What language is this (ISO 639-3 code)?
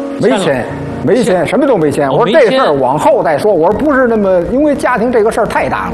zho